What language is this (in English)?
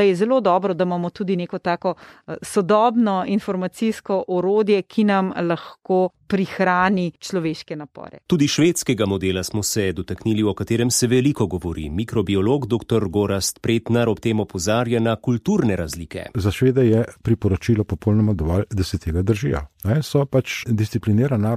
Slovenian